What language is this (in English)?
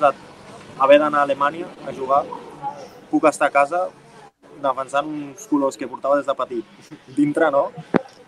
Catalan